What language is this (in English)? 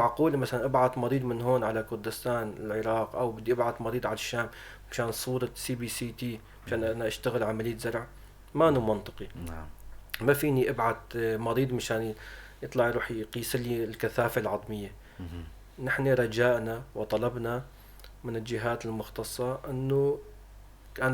North Levantine Arabic